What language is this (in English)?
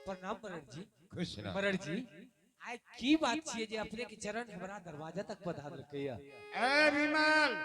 Angika